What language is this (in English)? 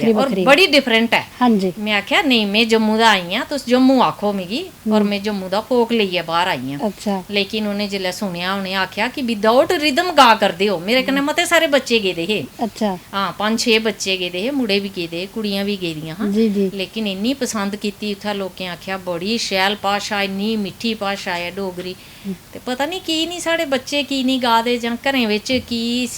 Dogri